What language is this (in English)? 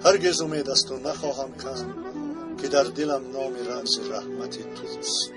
Tajik